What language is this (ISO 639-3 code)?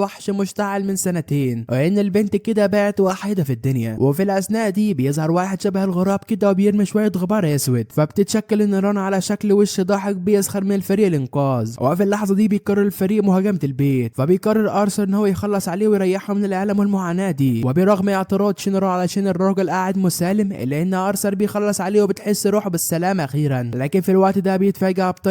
arz